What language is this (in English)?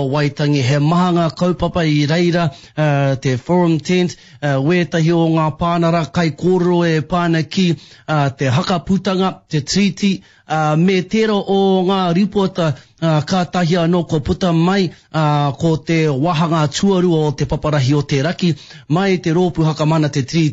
Māori